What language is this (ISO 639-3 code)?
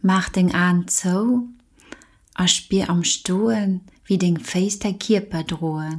ltz